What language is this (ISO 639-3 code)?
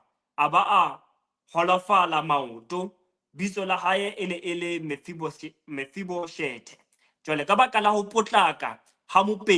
sot